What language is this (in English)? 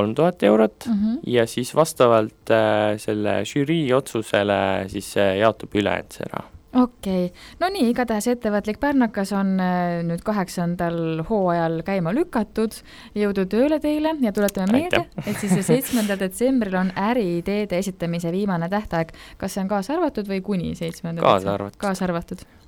Estonian